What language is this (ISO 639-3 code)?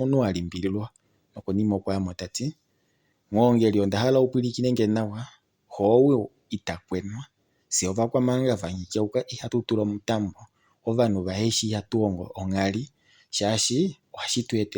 kua